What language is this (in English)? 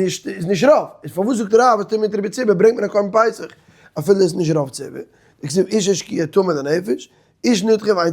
Yiddish